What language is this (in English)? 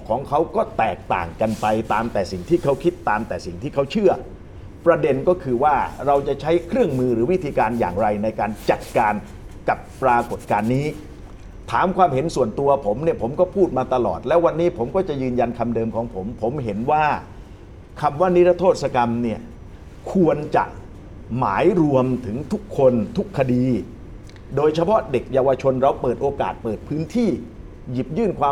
Thai